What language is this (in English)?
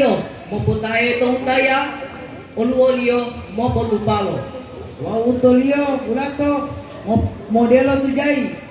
Gorontalo